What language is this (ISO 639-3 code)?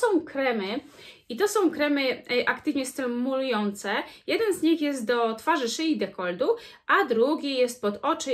pol